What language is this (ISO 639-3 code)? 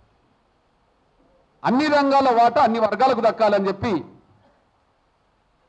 tel